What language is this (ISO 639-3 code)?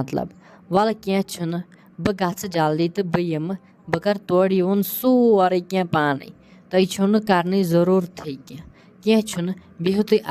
kas